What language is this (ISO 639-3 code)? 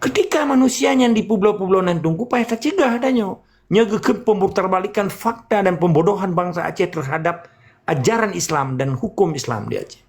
ace